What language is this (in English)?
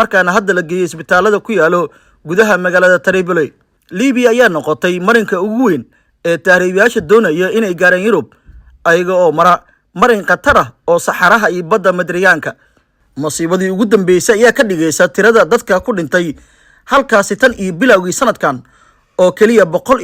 Somali